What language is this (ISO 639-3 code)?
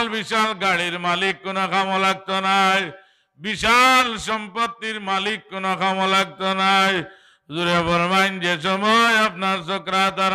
syl